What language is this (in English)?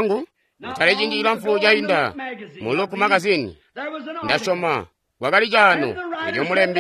Tonga (Zambia)